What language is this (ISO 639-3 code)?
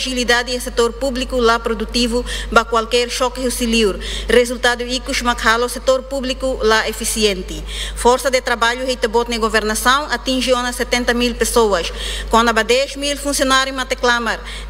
tet